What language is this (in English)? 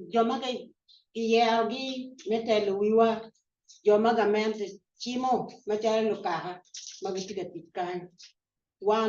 Acoli